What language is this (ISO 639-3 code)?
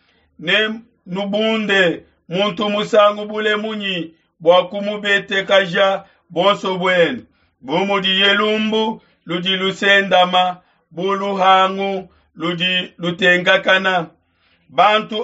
lua